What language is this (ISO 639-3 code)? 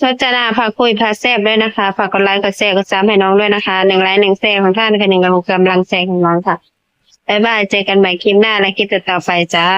tts